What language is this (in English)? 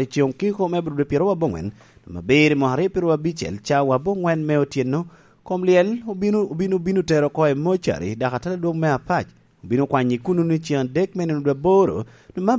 Lango (Uganda)